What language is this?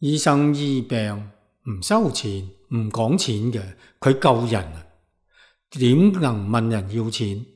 Cantonese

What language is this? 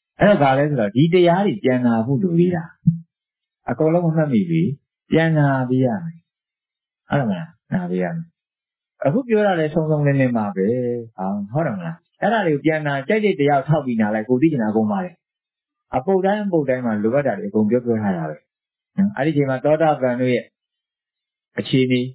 Burmese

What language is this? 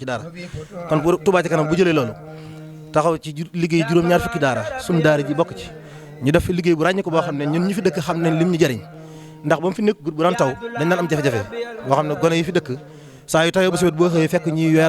Wolof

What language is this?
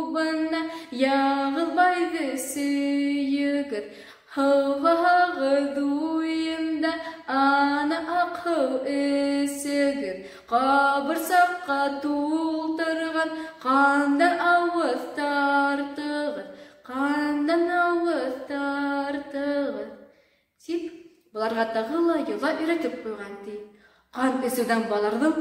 Bashkir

